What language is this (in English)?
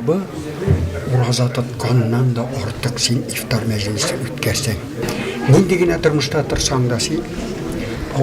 Tatar